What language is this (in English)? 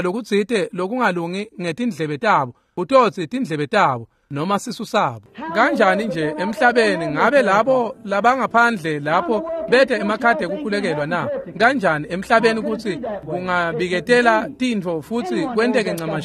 Swati